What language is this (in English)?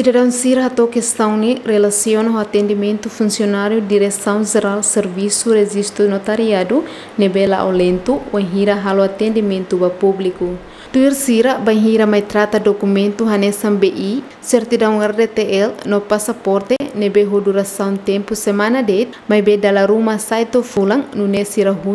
Tetum